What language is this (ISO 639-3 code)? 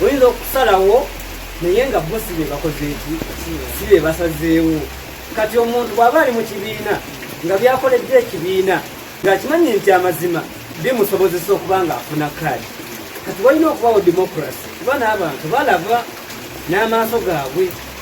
lug